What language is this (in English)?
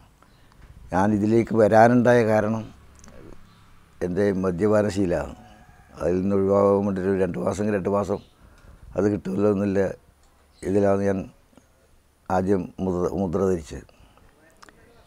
Malayalam